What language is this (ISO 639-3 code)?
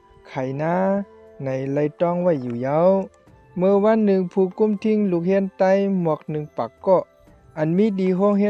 shn